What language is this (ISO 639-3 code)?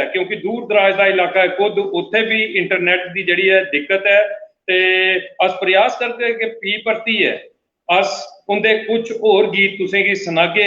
doi